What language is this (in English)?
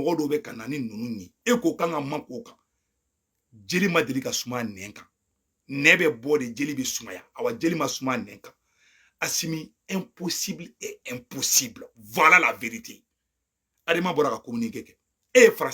Bambara